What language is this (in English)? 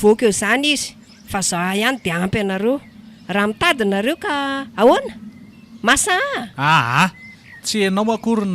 Malagasy